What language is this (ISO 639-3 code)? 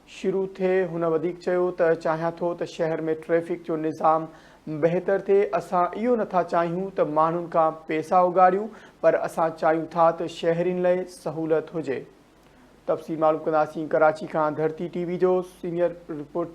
snd